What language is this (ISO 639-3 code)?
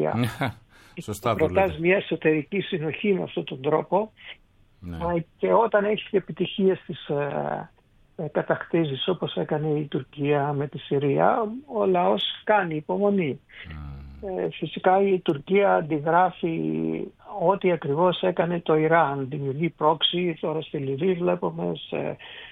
ell